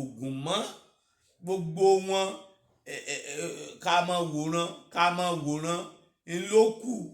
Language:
Yoruba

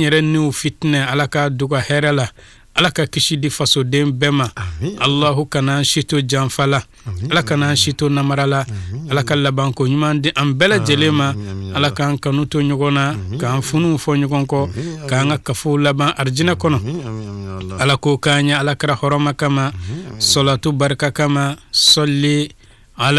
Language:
Bambara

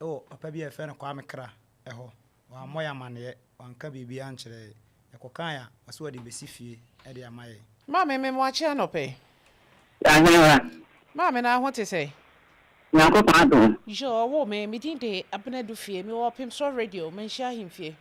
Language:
Akan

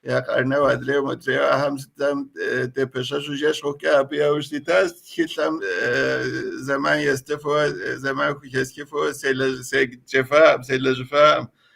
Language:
Kabardian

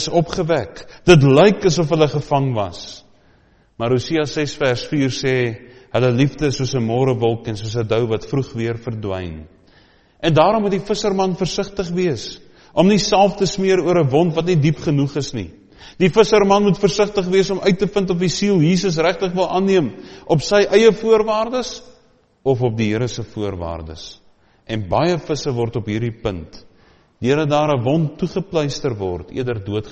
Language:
Afrikaans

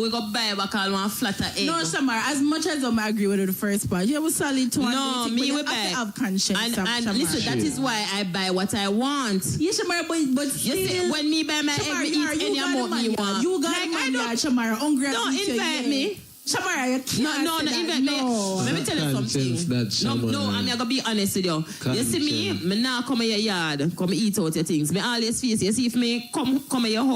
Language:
Jamaican Creole English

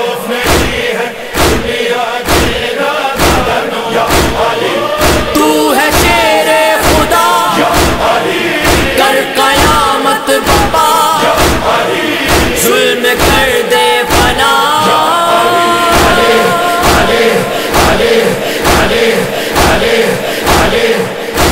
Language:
Urdu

